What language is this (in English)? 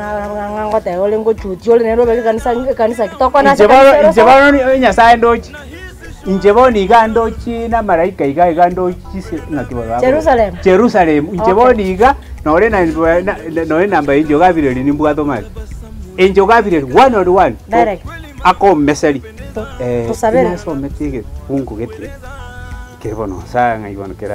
Gusii